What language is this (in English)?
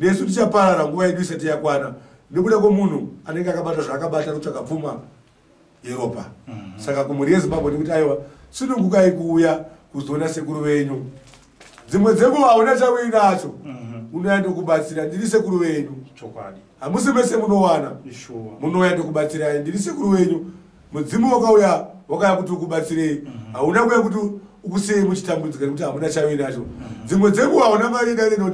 Shona